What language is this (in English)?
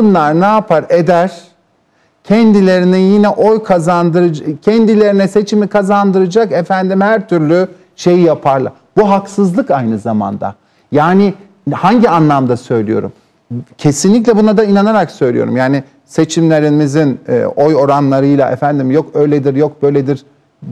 Turkish